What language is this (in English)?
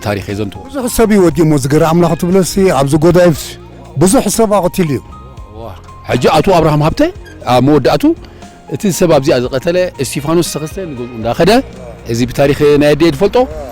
Tigrinya